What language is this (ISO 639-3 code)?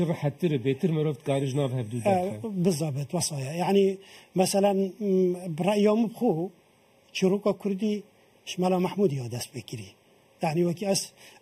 kur